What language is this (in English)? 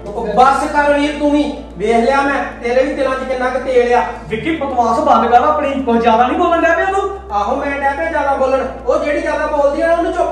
Punjabi